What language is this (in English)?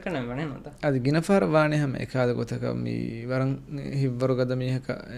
Divehi